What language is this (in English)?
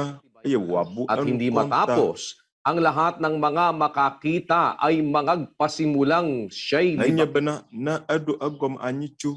Ewe